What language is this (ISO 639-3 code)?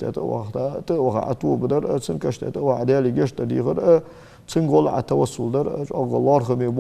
inh